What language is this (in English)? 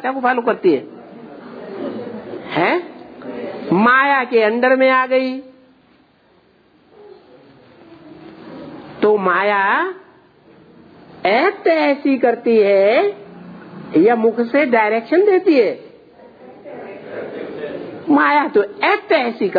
Hindi